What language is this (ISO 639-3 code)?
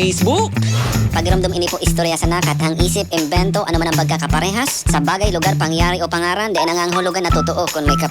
bik